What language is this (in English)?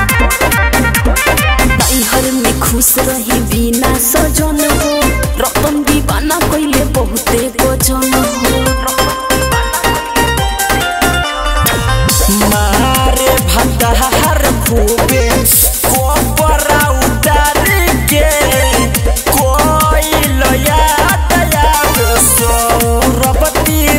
Bhojpuri